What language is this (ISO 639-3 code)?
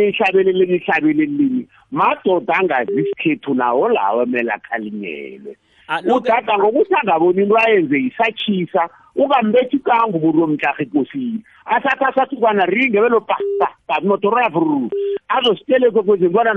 nbl